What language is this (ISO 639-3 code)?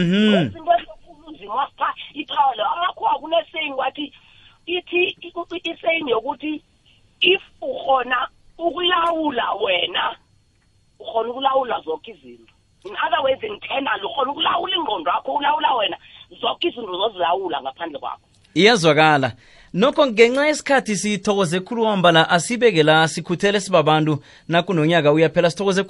nbl